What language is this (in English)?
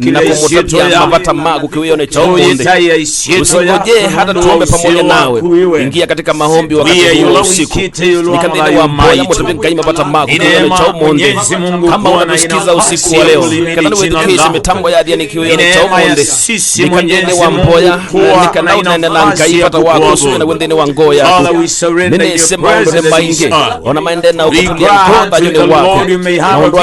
Kamba